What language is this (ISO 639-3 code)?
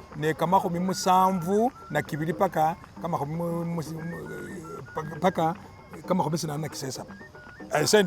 myx